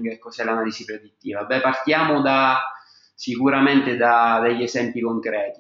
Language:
Italian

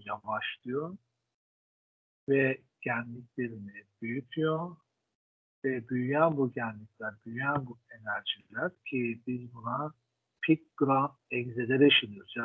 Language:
Turkish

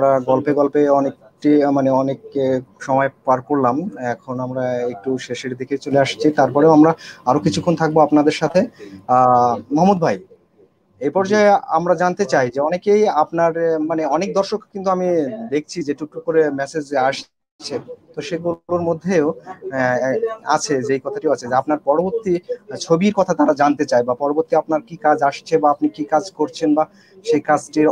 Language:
Bangla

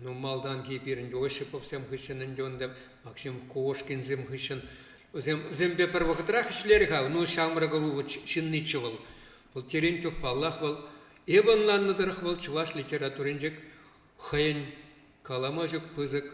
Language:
Chuvash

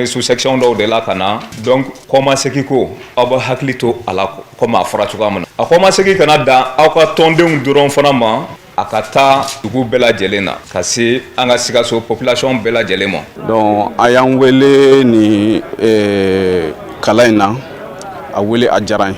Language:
Bambara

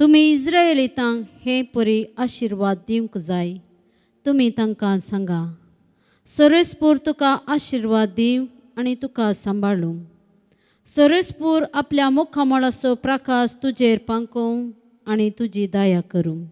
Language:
Konkani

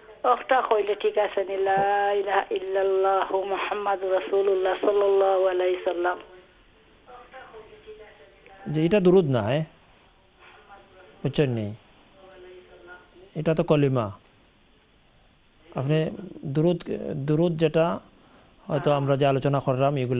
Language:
Bangla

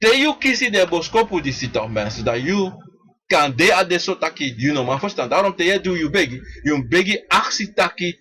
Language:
Sranan Tongo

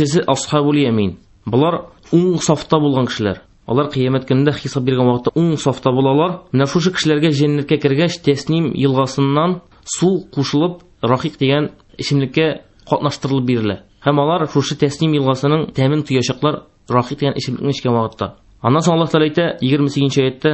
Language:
Tatar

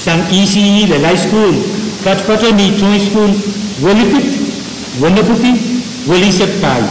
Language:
Pohnpeian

